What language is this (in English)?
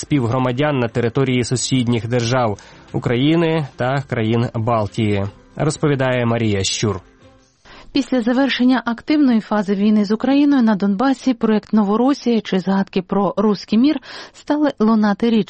Ukrainian